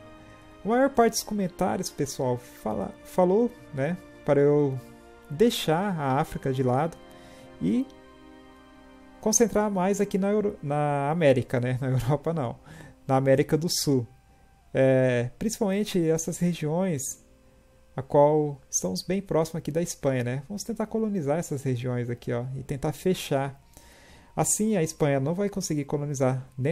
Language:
Portuguese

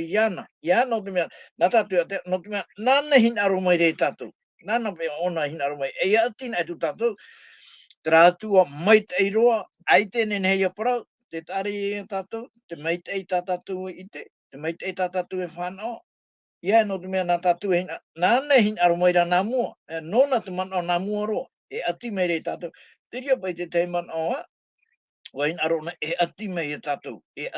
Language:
Tahitian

